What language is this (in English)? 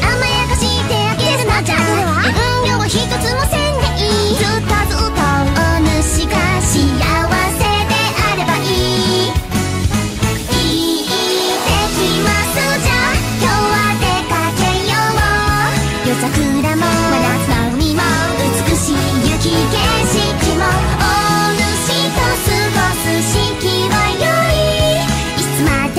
Japanese